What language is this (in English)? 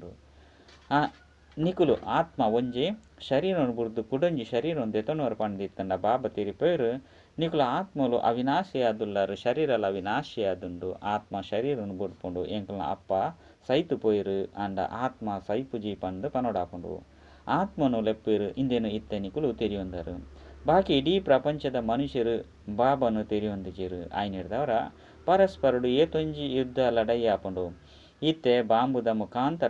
Tulu